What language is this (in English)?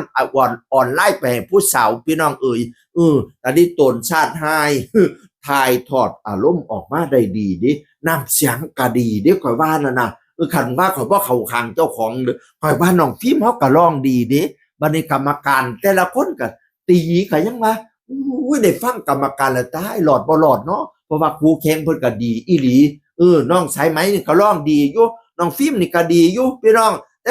Northeastern Thai